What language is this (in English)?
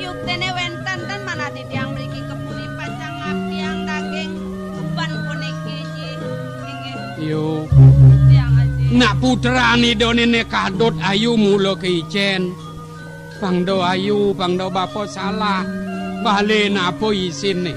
Balinese